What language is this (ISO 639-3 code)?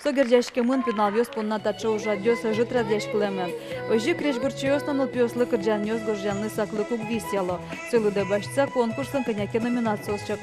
udm